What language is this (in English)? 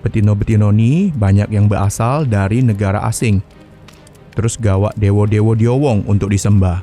Musi